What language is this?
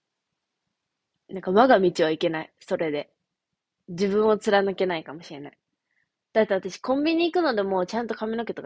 Japanese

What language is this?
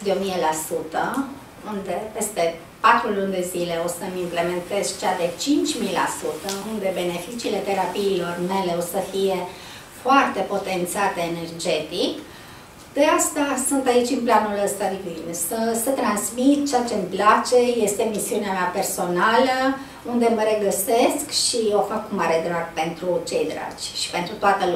Romanian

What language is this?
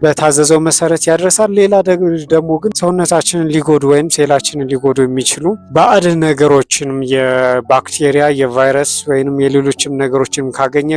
Amharic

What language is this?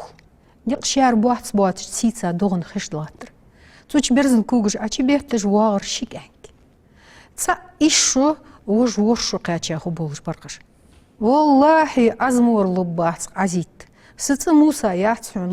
Ingush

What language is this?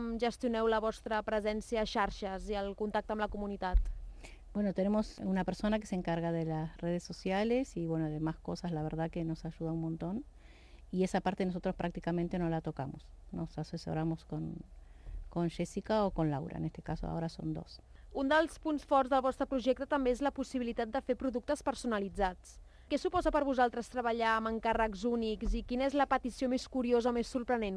Catalan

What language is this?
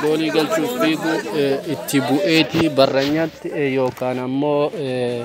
Oromo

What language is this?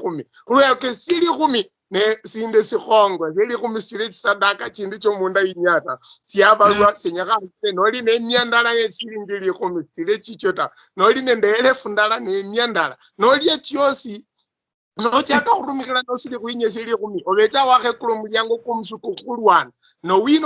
Luyia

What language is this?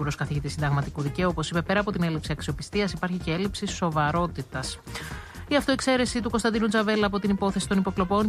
Greek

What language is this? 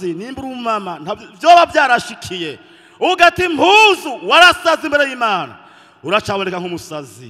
Rundi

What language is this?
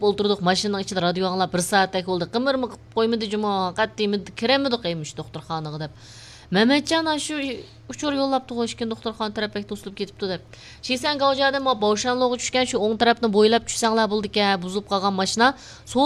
Uyghur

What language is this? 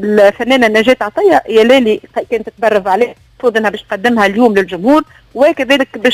Tunisian Arabic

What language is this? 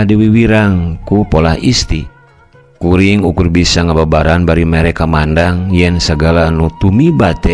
Sundanese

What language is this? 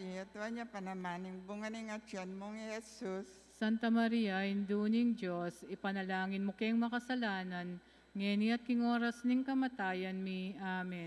Pampanga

